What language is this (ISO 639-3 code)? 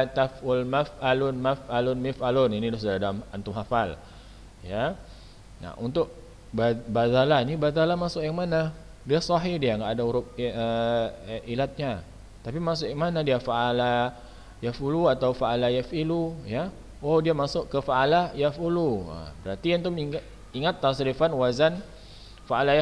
ind